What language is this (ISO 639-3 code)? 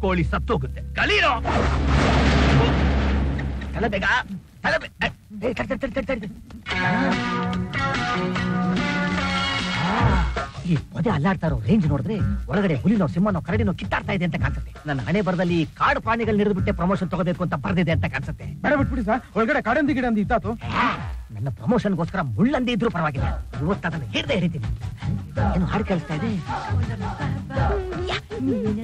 kan